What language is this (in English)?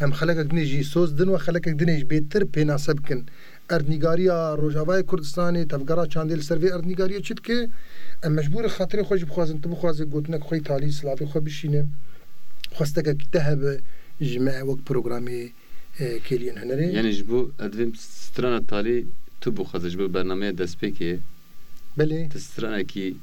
Kurdish